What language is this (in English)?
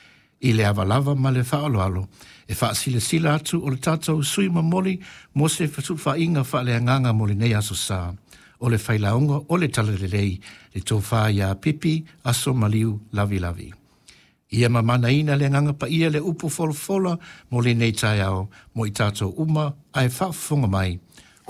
Samoan